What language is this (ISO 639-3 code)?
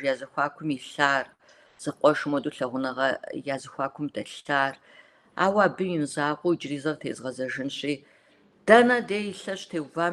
kbd